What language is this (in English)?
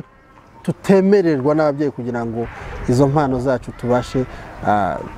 Kinyarwanda